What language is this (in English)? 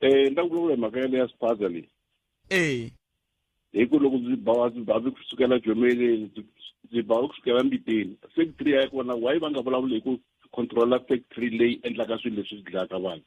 Tsonga